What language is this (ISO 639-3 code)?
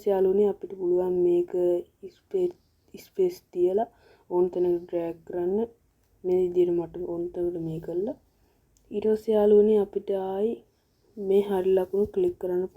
sin